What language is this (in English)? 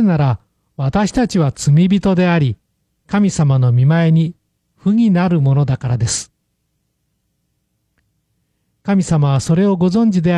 Japanese